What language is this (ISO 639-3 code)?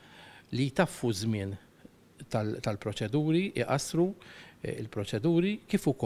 mlt